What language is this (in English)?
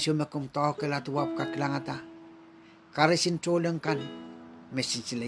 Pohnpeian